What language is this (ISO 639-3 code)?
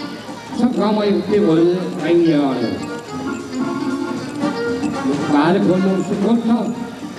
dan